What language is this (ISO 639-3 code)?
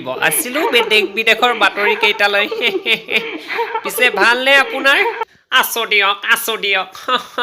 asm